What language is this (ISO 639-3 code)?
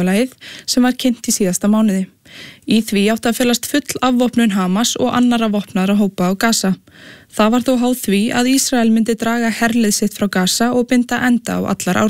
isl